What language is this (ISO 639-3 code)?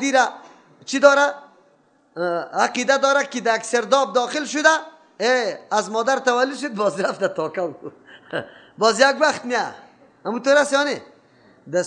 fas